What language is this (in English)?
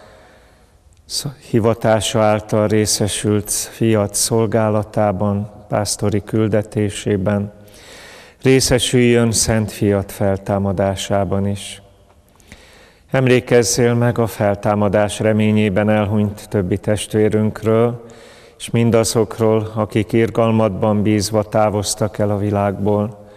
Hungarian